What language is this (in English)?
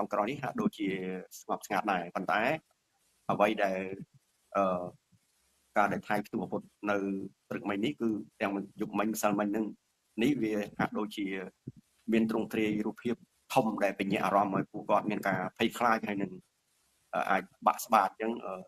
Khmer